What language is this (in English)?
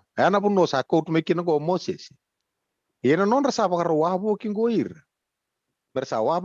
Fijian